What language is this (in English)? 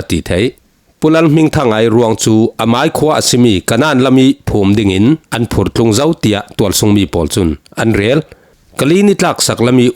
Falam Chin